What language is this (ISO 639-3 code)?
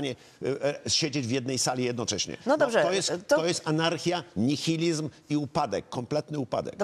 pol